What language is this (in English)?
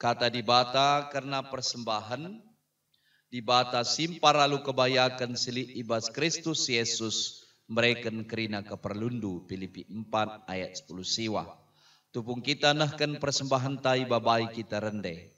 Batak Karo